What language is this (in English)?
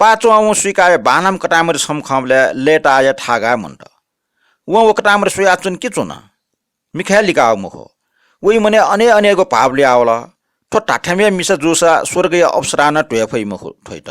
Newari